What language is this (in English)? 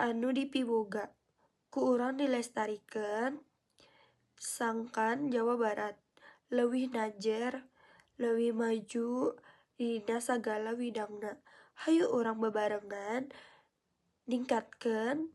Sundanese